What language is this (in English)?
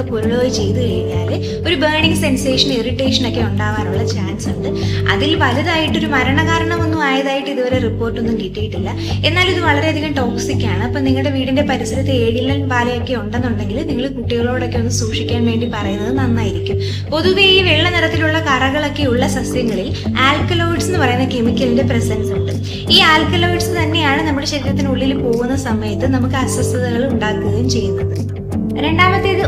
Malayalam